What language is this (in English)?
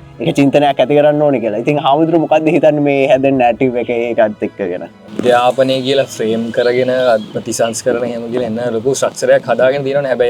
Sinhala